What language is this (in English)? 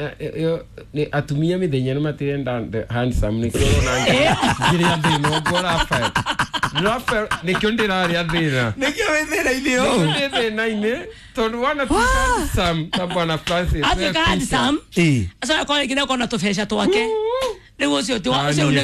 Kikuyu